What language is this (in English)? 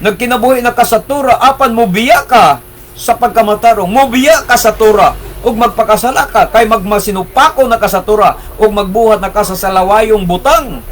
Cebuano